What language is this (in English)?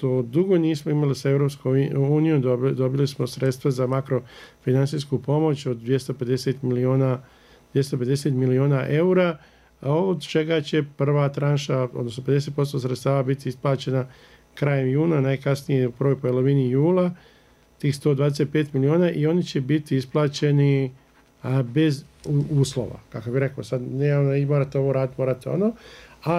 Bosnian